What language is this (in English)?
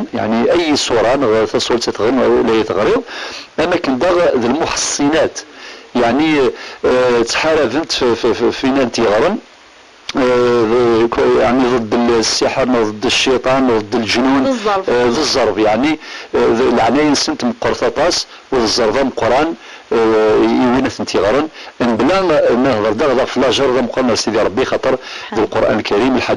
Kabyle